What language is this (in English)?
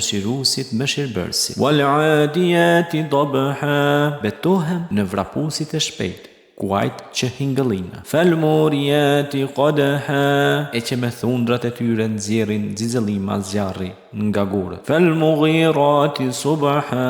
Albanian